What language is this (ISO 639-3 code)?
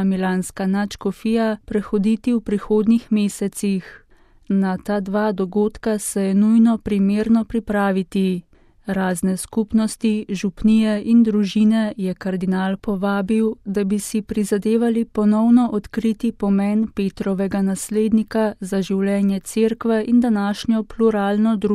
slv